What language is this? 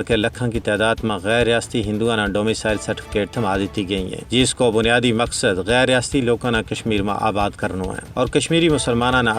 Gujari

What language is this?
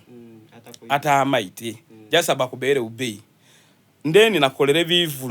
Soga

